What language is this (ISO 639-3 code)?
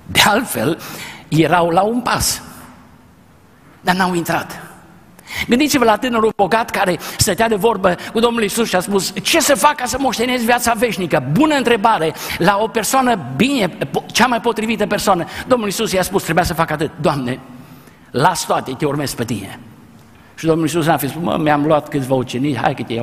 ron